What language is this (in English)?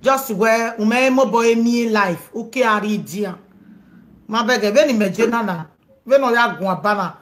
Nigerian Pidgin